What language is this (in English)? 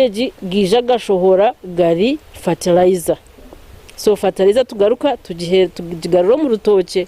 Nyankole